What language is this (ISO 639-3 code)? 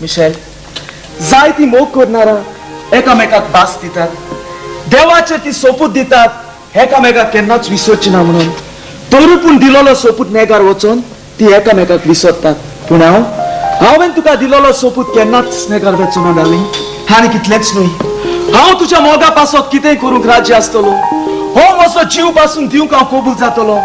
kok